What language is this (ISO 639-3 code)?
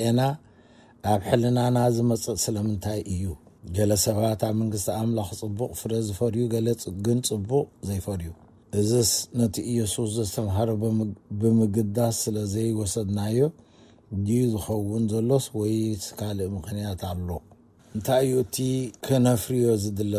tir